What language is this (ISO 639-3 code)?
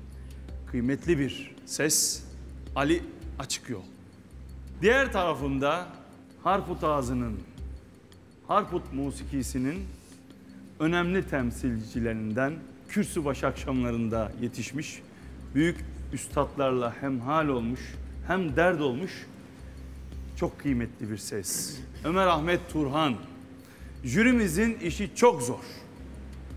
tur